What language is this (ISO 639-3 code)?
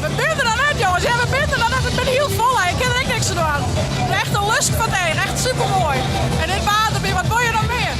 fry